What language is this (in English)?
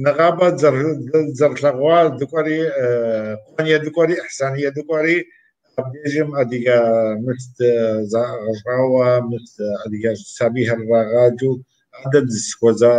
Kabardian